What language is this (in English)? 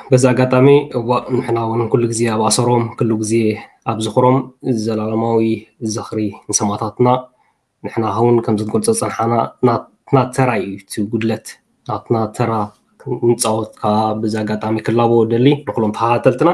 Tigrinya